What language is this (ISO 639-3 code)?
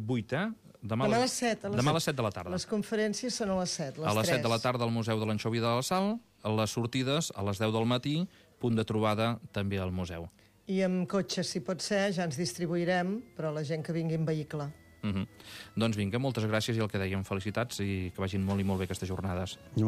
cat